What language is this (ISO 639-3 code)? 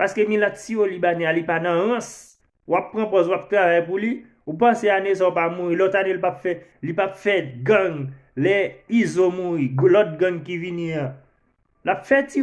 hat